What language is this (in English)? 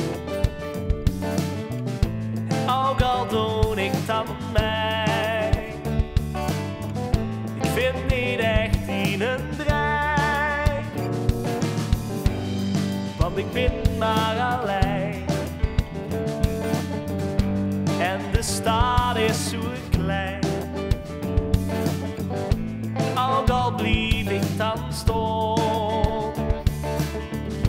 Dutch